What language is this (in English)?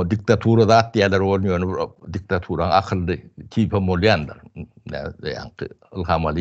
Turkmen